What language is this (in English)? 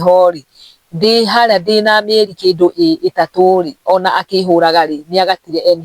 Kikuyu